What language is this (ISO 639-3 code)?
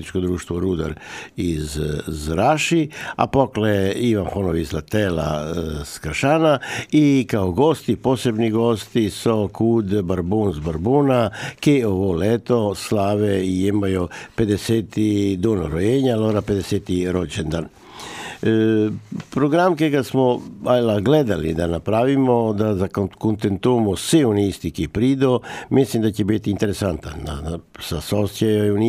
hrv